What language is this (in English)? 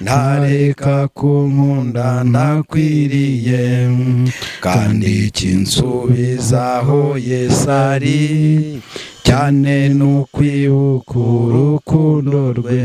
Kinyarwanda